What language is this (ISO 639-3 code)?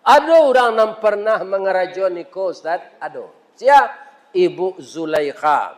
min